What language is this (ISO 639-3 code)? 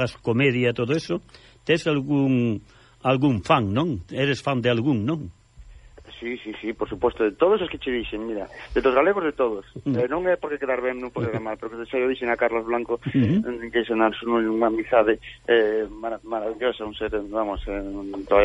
glg